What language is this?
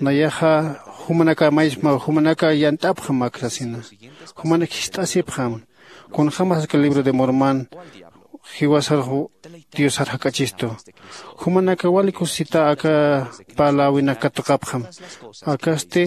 Aymara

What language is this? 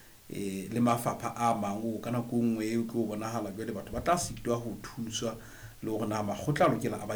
Southern Sotho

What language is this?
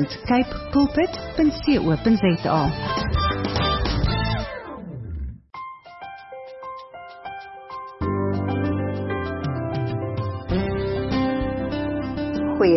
Afrikaans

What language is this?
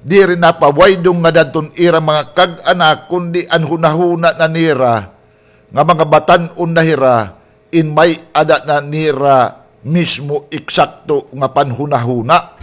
Waray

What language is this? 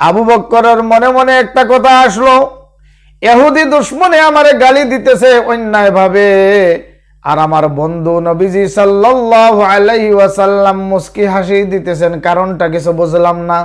Sylheti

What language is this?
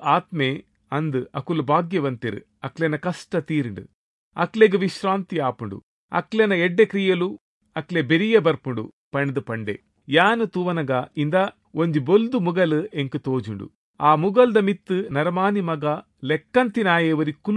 Tulu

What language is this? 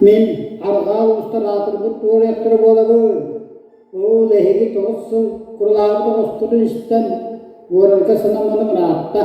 Yakut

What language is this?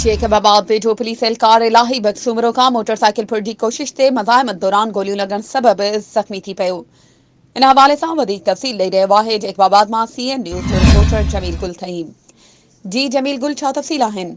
Sindhi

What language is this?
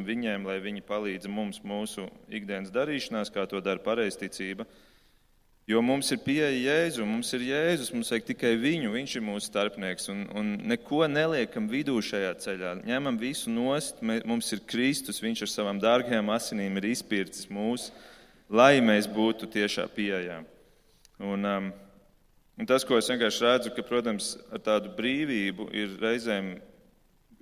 Latvian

